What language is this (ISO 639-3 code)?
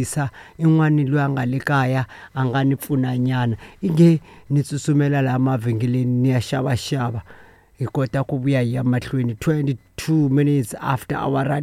tso